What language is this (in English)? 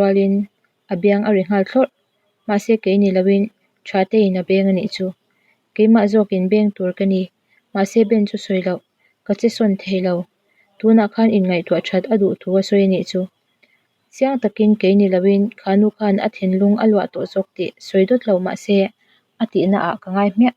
Mizo